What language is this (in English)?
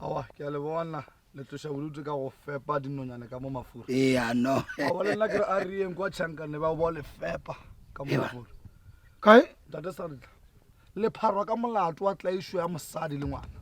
Northern Sotho